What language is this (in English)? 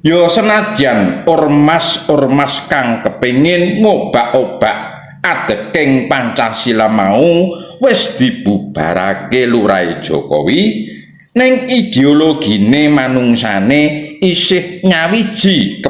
Javanese